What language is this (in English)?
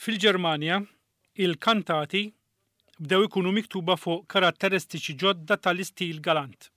Maltese